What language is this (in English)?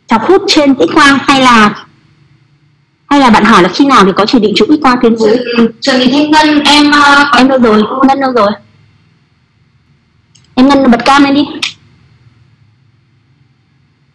Vietnamese